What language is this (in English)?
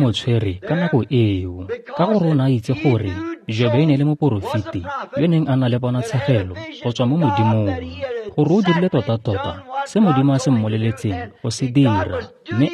Tswana